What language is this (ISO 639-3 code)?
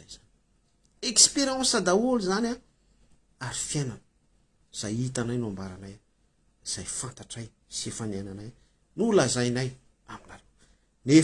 mlg